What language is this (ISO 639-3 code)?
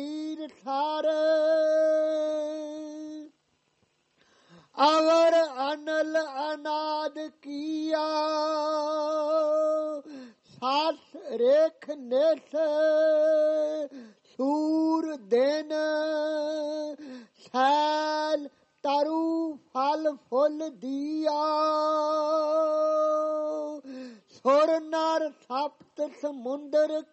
pan